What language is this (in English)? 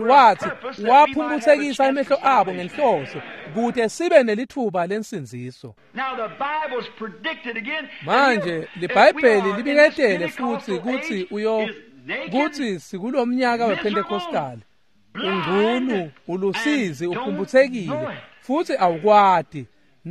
Swati